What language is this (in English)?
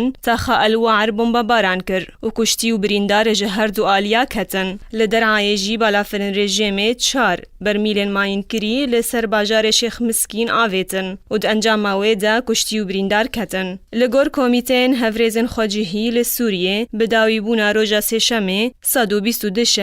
Kurdish